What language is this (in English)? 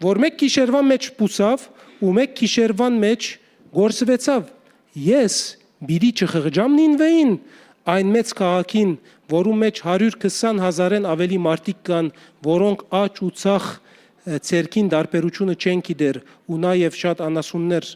Western Armenian